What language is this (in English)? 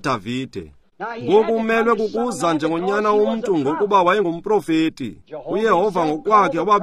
Xhosa